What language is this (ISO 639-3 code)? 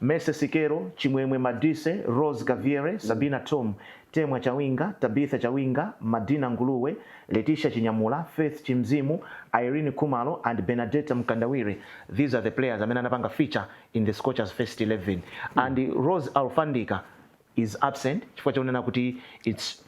nya